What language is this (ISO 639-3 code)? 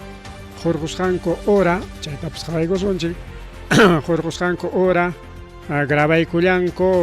quy